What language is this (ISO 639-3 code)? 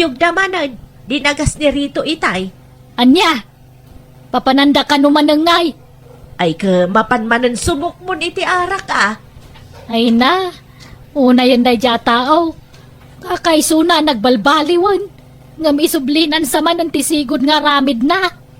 ilo